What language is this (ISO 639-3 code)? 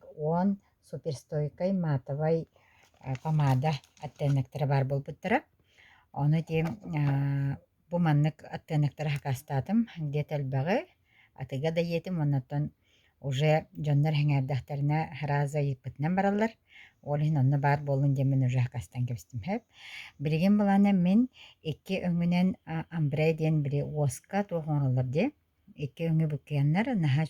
sah